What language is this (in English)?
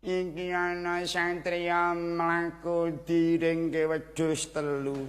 Javanese